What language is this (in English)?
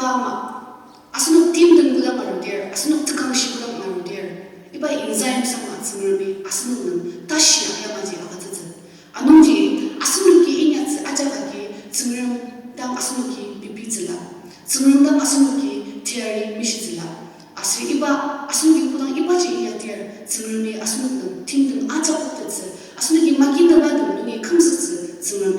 Ao Naga